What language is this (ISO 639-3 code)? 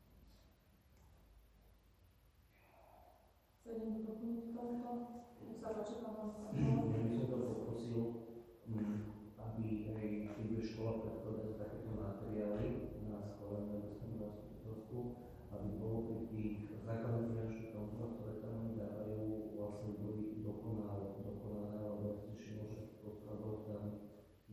slk